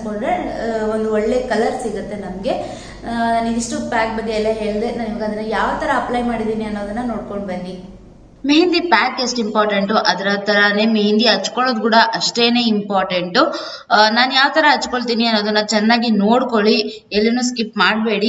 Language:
Kannada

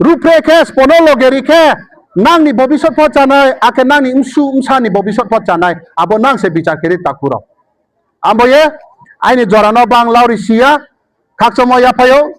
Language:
Riang (India)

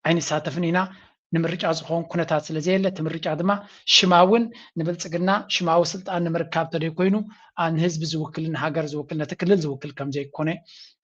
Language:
Tigrinya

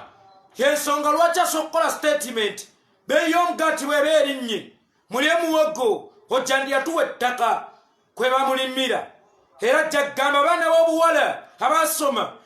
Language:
Ganda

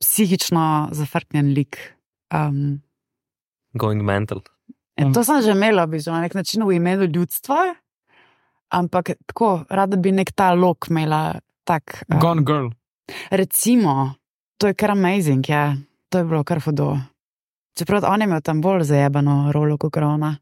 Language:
Slovenian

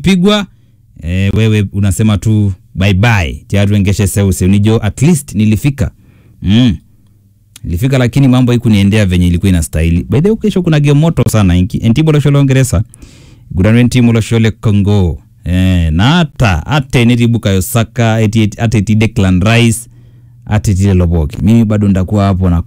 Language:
Swahili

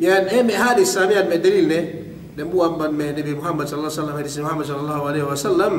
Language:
Yakan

